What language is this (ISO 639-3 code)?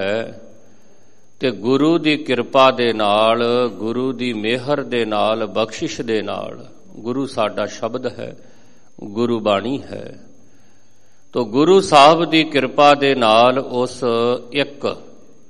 pan